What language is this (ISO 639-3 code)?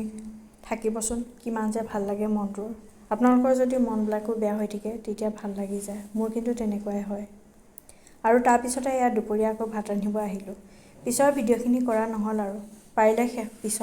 asm